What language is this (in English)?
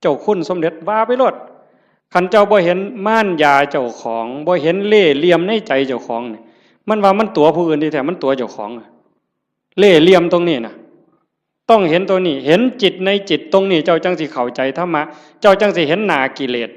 Northeastern Thai